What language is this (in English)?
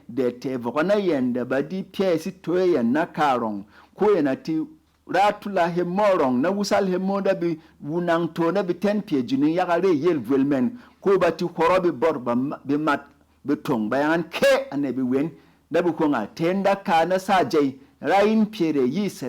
Berom